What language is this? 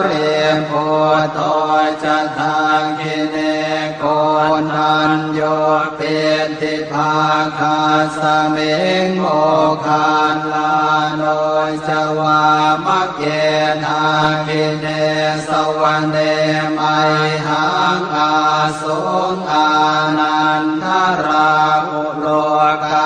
Pali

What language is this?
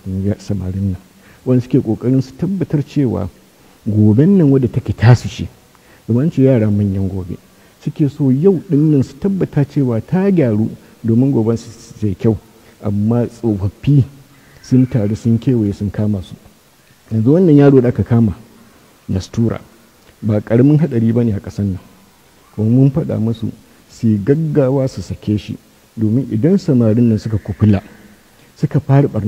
Hausa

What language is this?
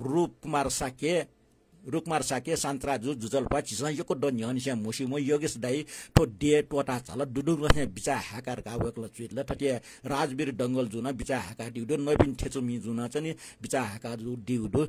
Newari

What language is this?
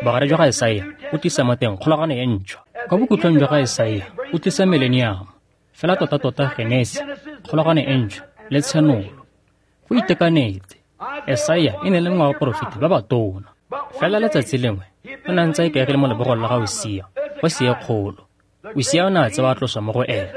Tswana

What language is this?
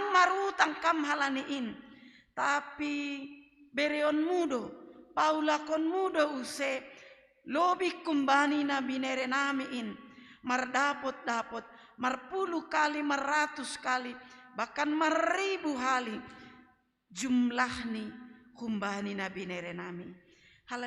Batak Simalungun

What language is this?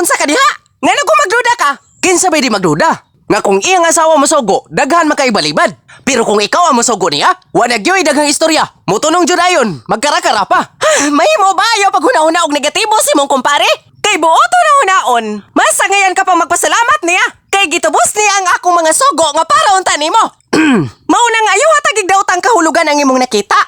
Cebuano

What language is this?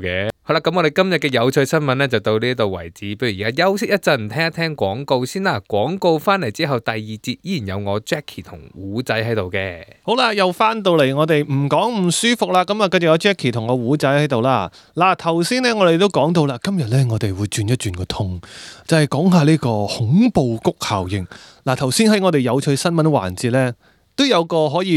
Cantonese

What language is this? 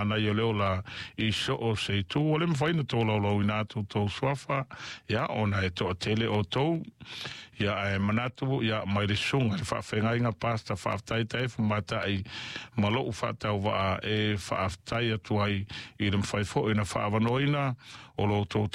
Samoan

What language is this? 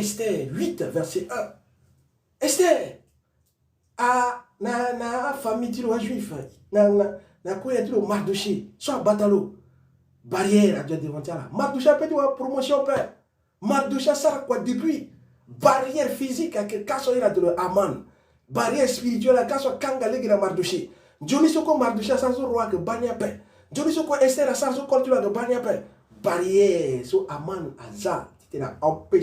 Sango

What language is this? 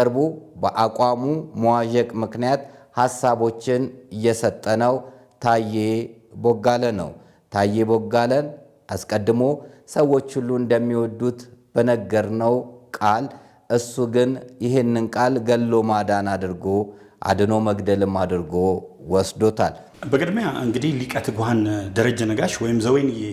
Amharic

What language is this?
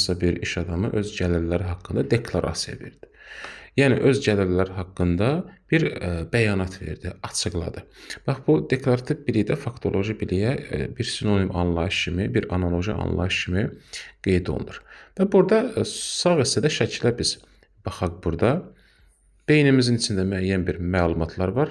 Azerbaijani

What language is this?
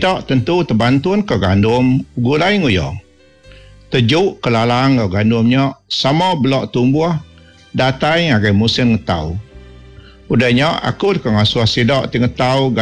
Iban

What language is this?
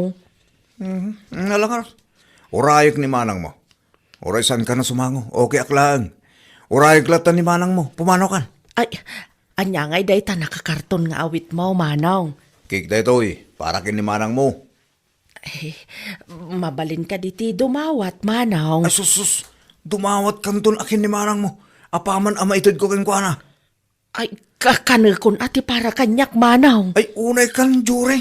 Iloko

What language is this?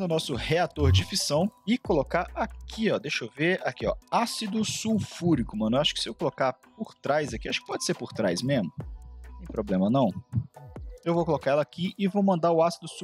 Portuguese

